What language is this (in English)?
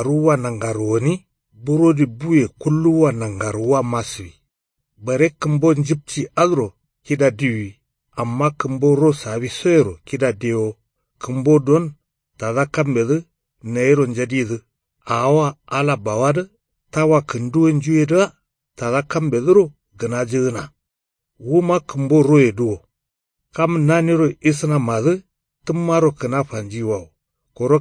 Kanuri